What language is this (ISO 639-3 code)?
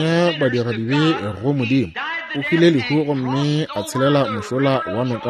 nso